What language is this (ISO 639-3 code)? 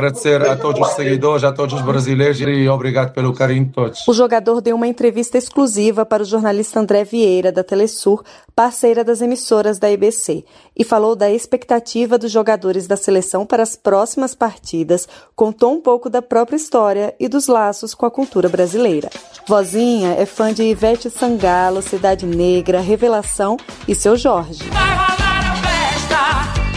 por